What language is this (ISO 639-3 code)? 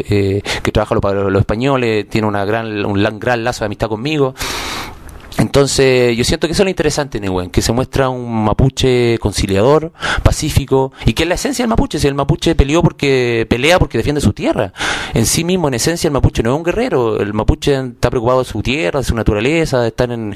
spa